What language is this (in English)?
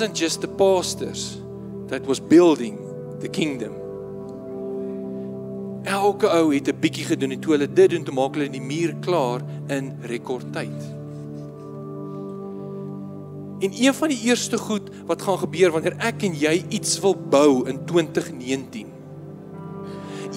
Afrikaans